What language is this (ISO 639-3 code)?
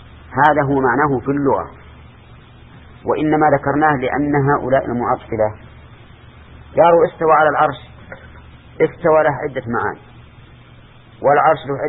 ara